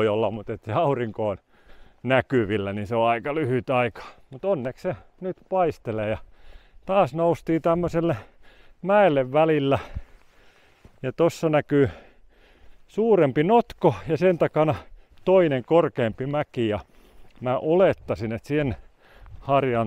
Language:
Finnish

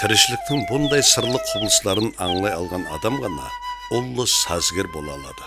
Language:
Kara-Kalpak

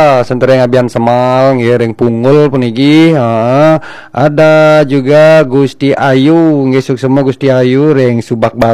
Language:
Balinese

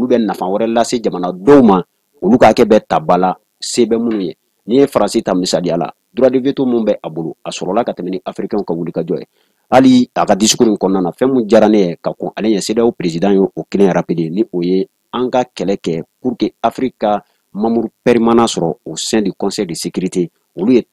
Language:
Bambara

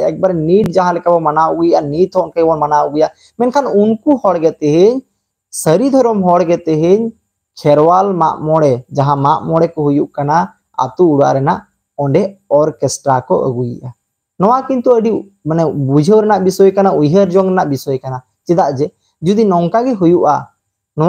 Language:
Santali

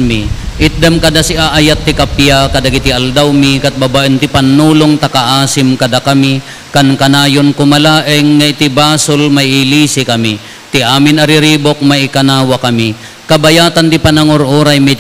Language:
Iloko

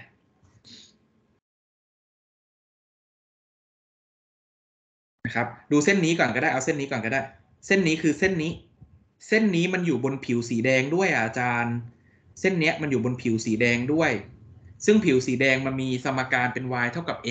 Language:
Thai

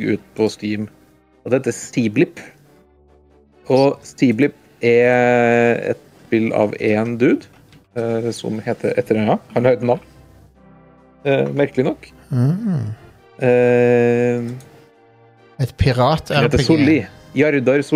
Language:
Norwegian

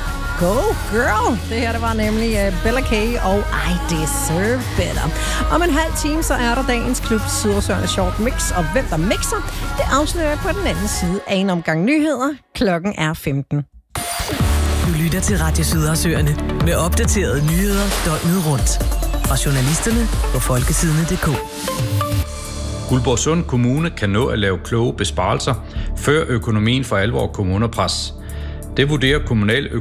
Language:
Danish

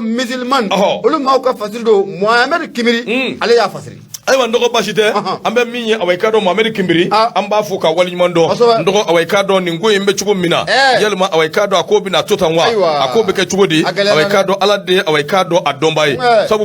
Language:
Bambara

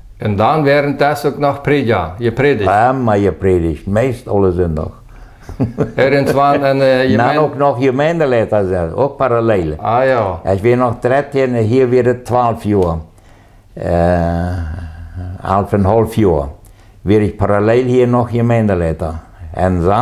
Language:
Plautdietsch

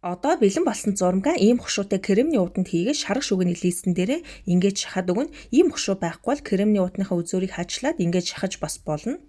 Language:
Mongolian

